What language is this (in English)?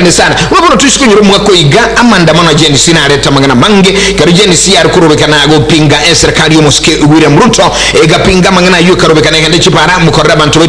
Gusii